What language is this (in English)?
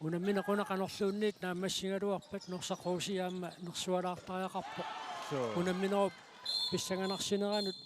Kalaallisut